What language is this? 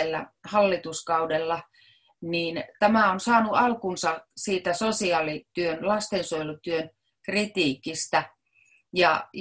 Finnish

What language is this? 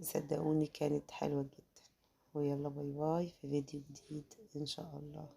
Egyptian Arabic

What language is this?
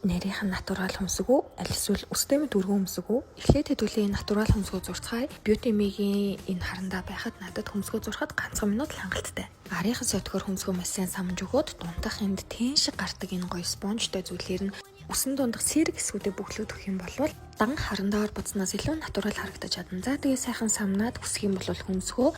Mongolian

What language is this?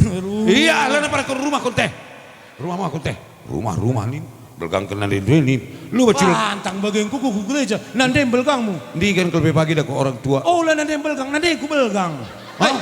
Batak Karo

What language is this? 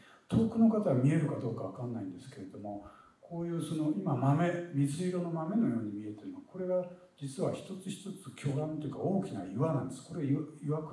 Japanese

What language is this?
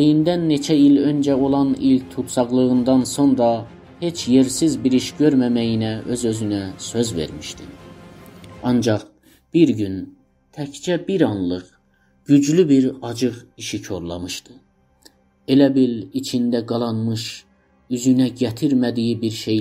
South Azerbaijani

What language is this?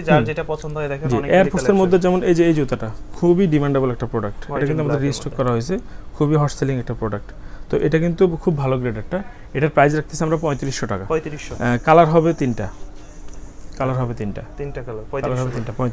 Bangla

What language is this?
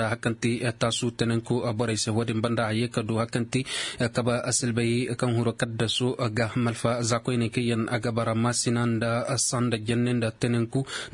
Koyraboro Senni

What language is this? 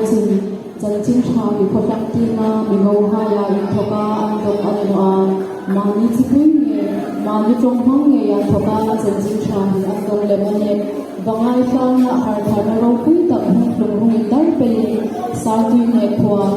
Hmar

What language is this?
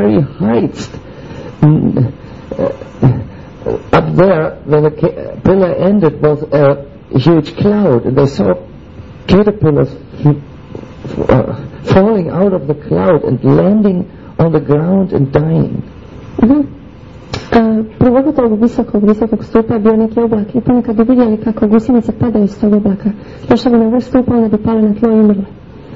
Croatian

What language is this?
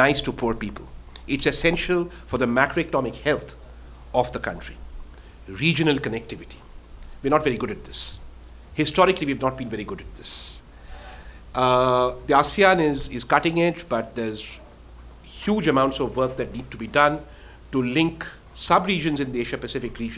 English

